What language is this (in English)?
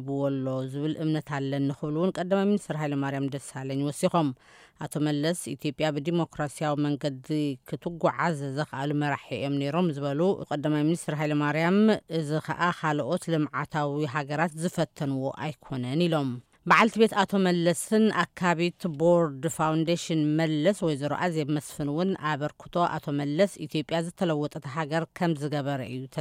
Tigrinya